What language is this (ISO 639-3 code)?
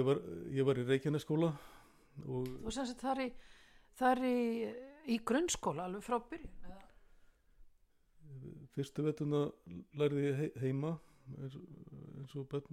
isl